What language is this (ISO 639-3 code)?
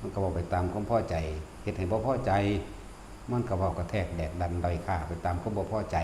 tts